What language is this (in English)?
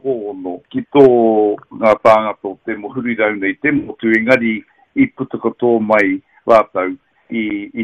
Māori